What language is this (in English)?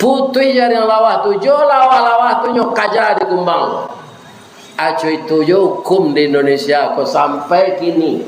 Minangkabau